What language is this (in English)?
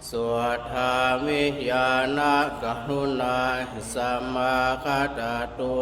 Pali